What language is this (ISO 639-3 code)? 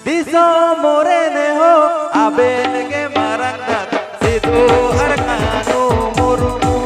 sat